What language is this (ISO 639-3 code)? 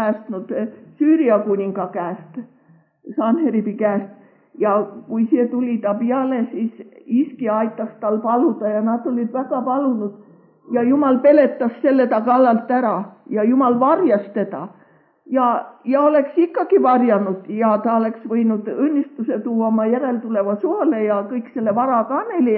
est